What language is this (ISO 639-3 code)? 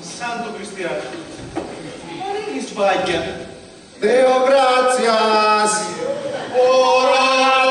scn